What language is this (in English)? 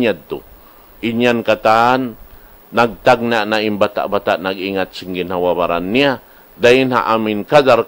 Tausug